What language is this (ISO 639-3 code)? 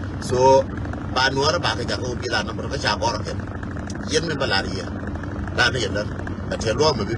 nus